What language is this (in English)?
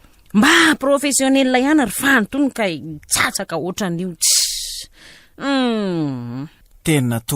Malagasy